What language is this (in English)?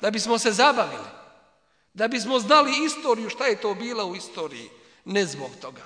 Bosnian